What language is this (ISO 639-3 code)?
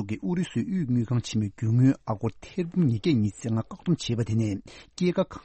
bod